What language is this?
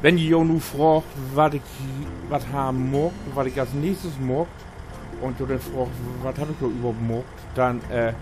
Low German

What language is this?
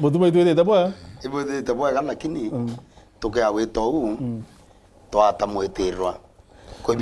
Meru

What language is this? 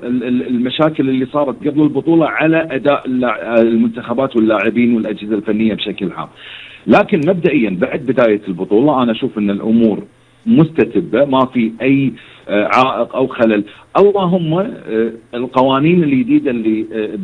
Gulf Arabic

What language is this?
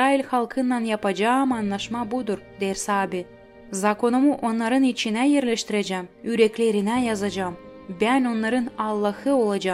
Gagauz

